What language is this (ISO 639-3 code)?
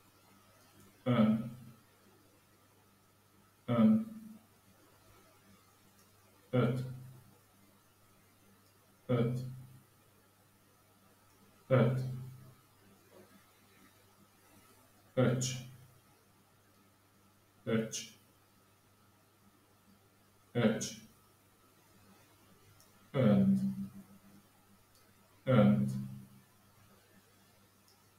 hun